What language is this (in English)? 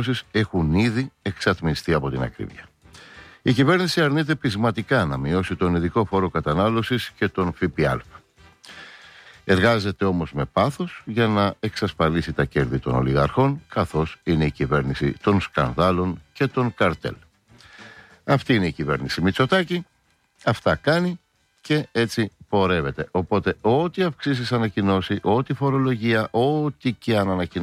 Greek